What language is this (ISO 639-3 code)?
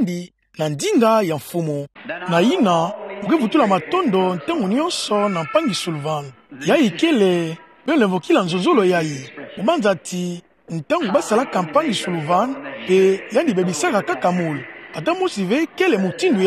ktu